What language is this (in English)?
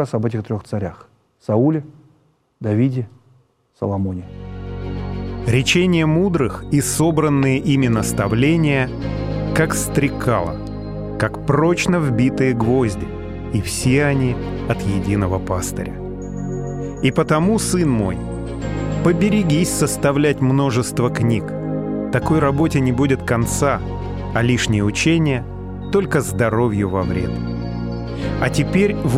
Russian